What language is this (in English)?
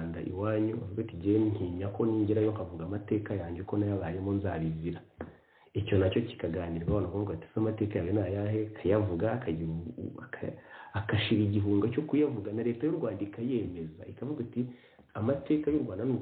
Kinyarwanda